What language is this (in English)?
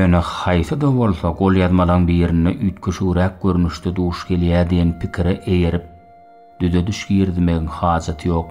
Turkmen